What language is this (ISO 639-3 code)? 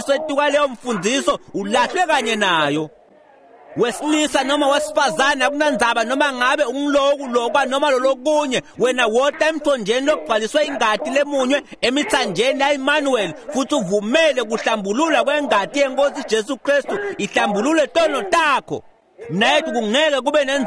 ssw